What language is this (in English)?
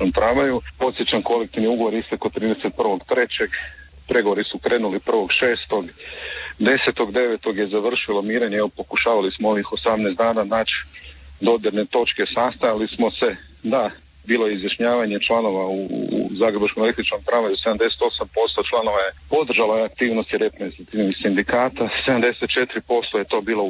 Croatian